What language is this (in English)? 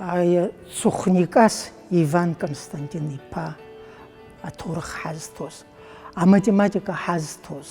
Abkhazian